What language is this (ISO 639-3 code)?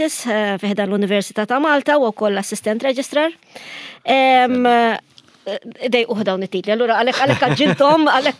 mlt